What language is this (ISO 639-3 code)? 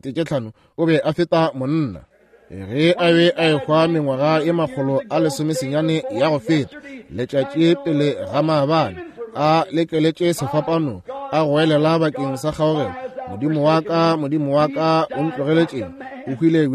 nso